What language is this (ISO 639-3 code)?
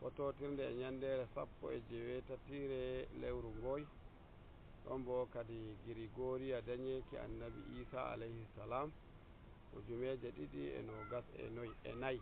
fuv